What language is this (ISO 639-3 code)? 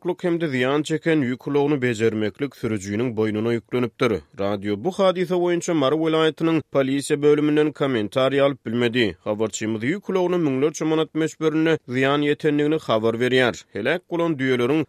tuk